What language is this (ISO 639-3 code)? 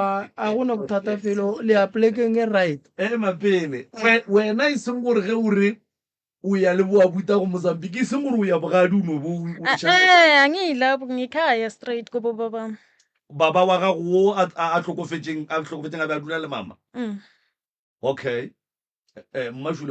nso